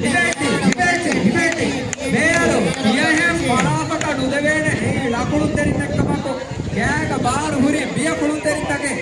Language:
Divehi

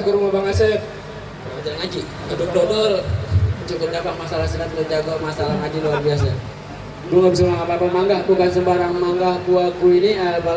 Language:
Betawi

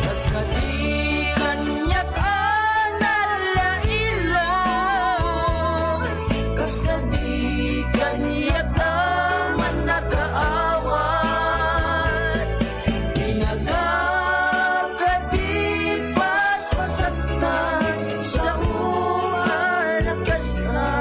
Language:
Iloko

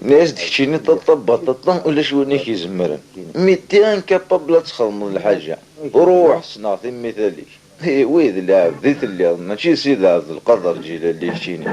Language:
Kabyle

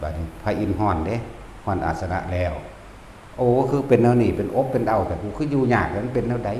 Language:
Northeastern Thai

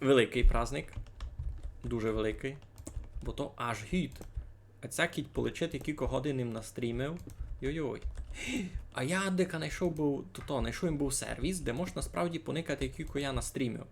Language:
Rusyn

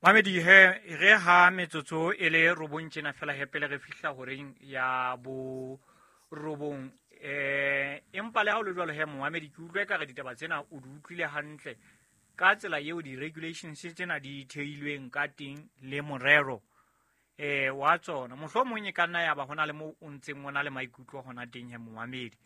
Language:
Southern Sotho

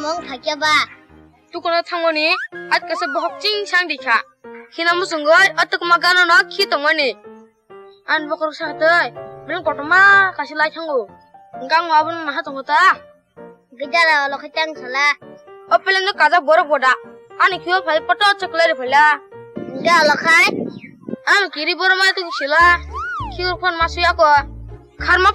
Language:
Kok Borok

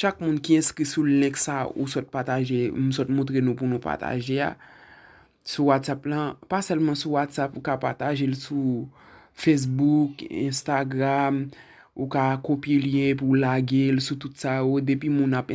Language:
Haitian Creole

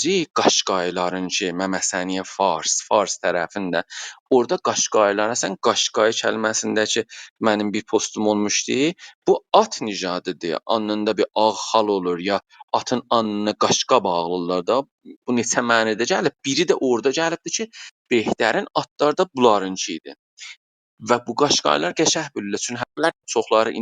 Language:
South Azerbaijani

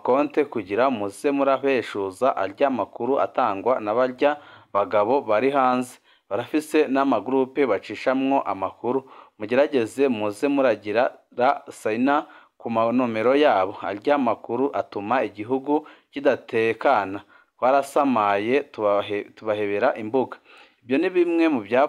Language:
Rundi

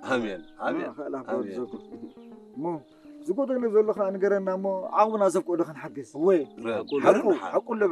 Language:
Tigrinya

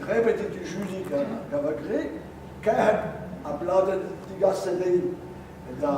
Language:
Breton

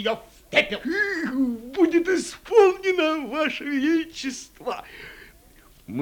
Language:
Russian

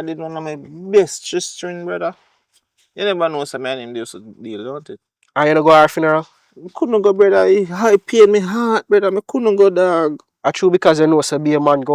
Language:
Jamaican Creole English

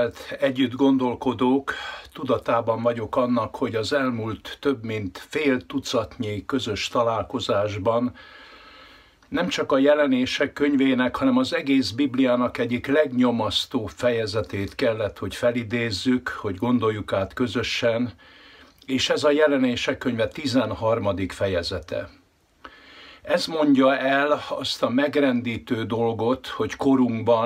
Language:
Hungarian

